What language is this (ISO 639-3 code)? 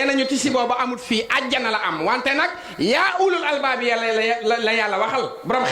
wol